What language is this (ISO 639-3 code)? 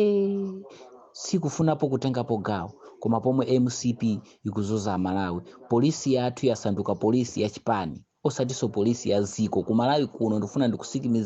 nya